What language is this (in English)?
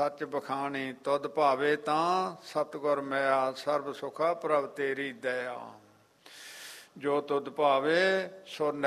Punjabi